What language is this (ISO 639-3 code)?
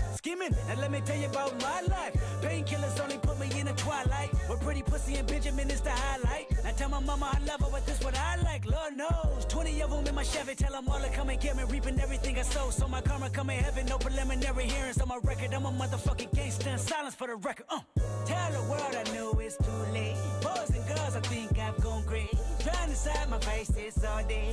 eng